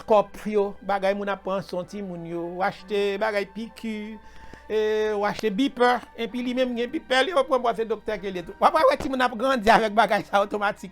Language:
Haitian Creole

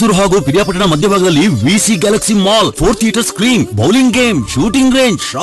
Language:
Kannada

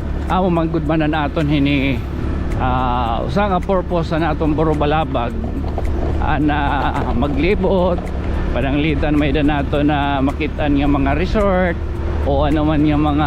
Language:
Waray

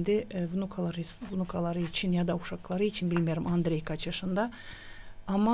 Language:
Gagauz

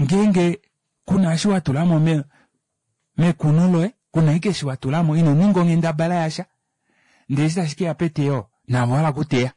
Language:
Kuanyama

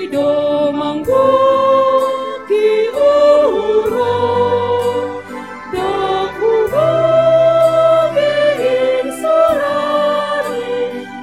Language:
Batak Simalungun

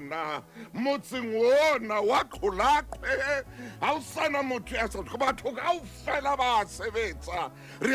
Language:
Southern Sotho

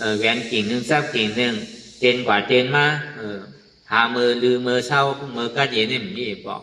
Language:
Shan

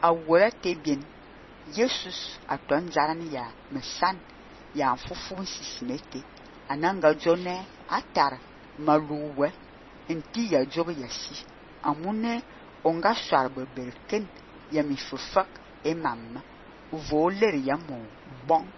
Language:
Fang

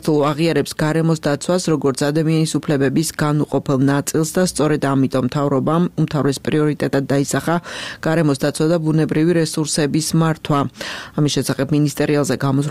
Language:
Georgian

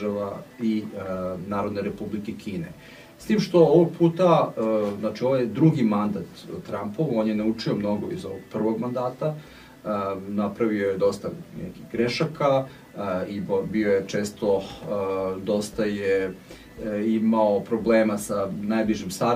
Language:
Serbian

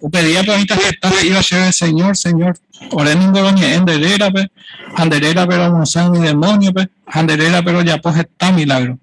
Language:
Guarani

